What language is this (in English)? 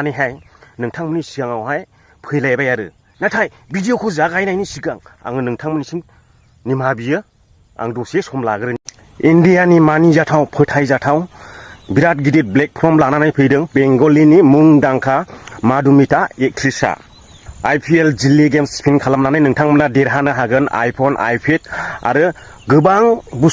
Bodo